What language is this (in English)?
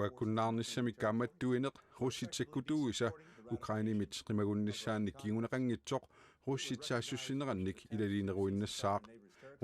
Kalaallisut